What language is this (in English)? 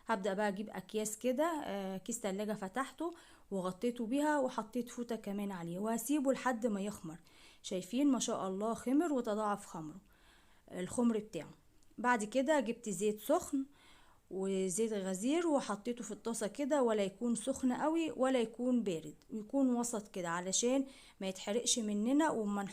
Egyptian Arabic